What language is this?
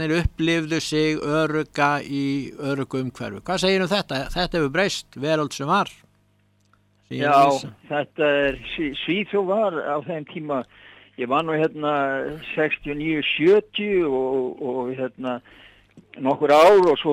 Icelandic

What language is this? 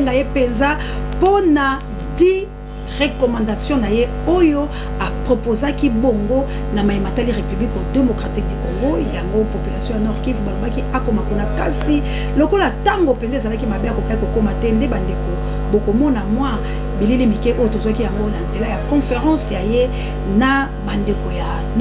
Lingala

